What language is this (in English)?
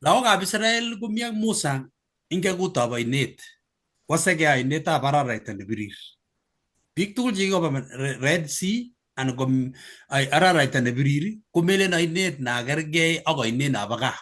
Kalenjin